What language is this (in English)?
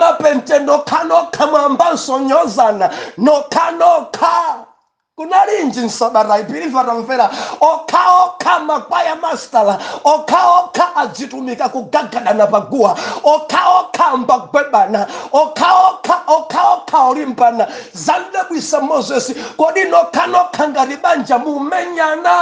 Nyanja